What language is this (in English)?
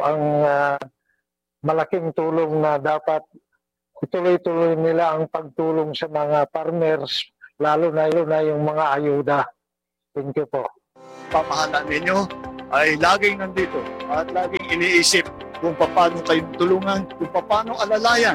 Filipino